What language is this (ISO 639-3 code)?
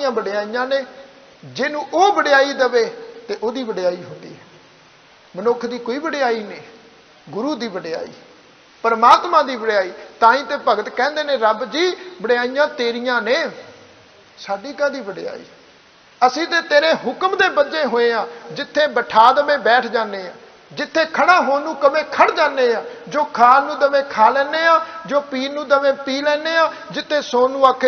pan